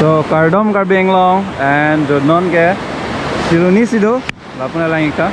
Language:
Karbi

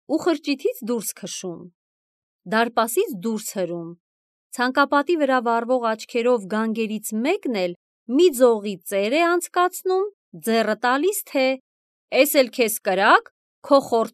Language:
Armenian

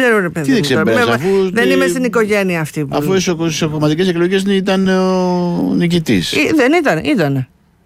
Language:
Greek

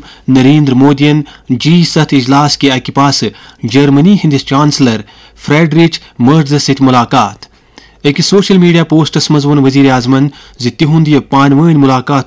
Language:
Kashmiri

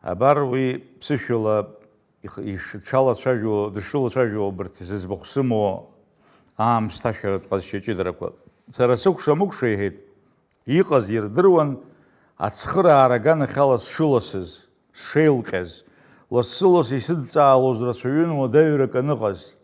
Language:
Abkhazian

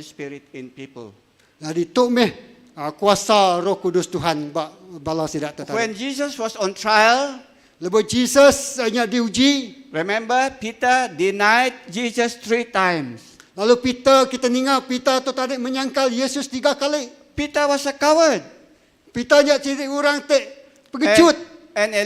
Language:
Iban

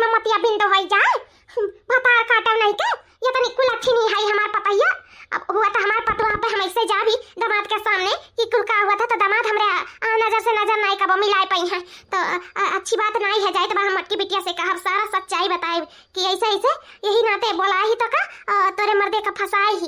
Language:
Awadhi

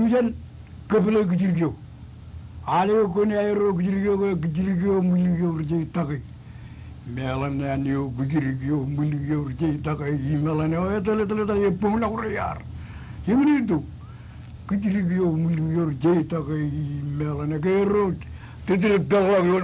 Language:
Marshallese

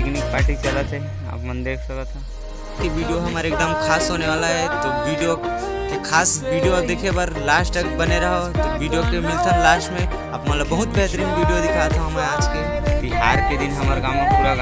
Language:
Chhattisgarhi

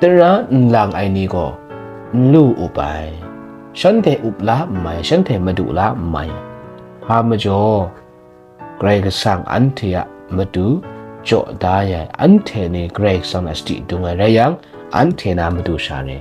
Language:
Kachin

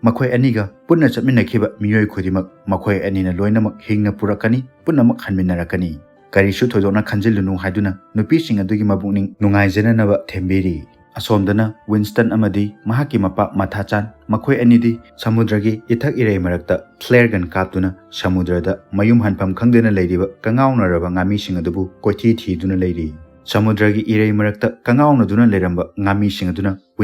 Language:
Manipuri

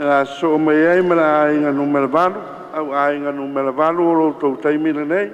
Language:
Samoan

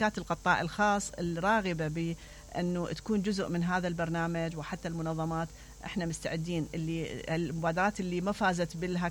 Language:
Mesopotamian Arabic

